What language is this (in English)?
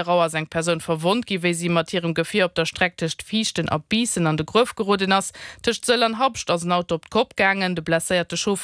Luxembourgish